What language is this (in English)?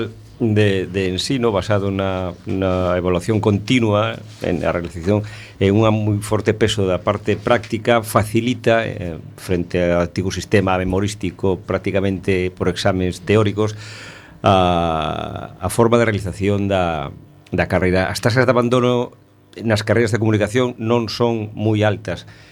Galician